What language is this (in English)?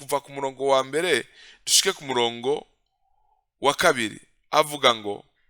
Rundi